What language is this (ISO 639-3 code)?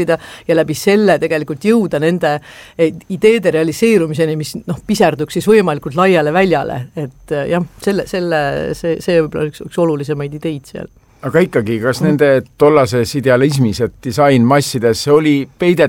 est